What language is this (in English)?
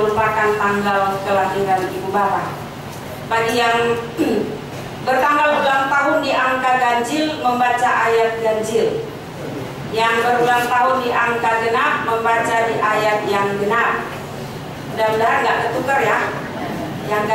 Indonesian